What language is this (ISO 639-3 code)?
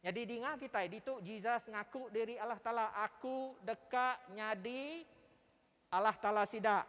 iba